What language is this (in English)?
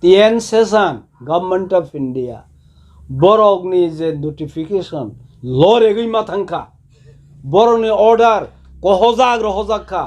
Kok Borok